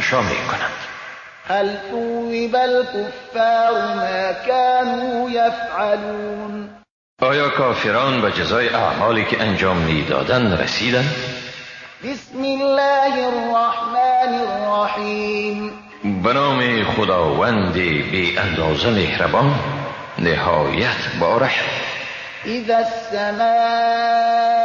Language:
Persian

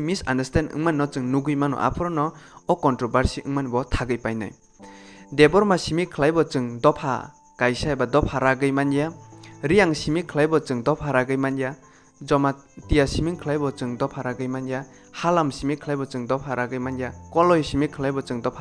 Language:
Kok Borok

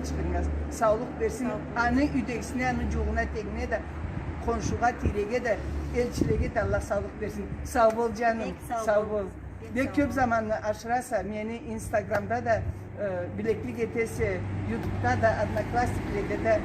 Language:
Karachay-Balkar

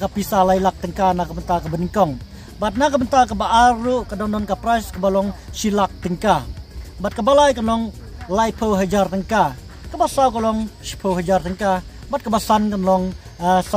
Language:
Khasi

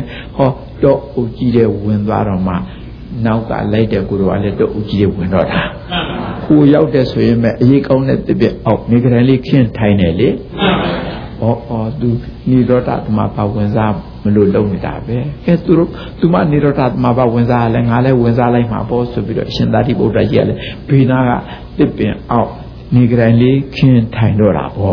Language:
Burmese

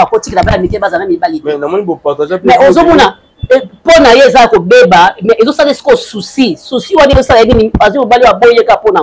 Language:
Lingala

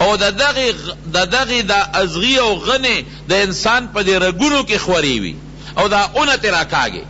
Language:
Pashto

